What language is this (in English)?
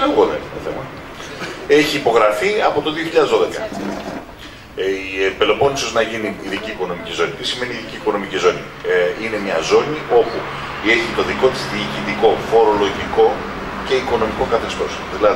Greek